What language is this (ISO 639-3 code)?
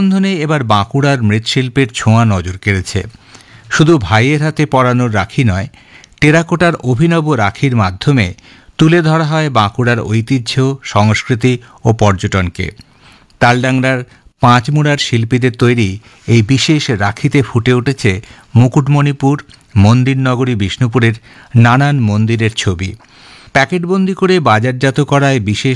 ben